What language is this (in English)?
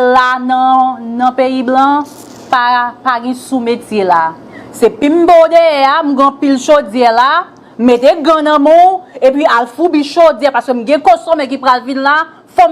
Haitian Creole